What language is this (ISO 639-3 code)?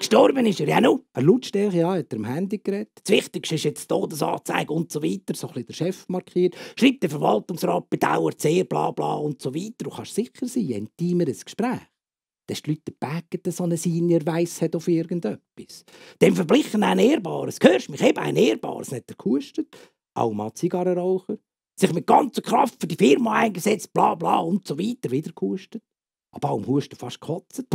gsw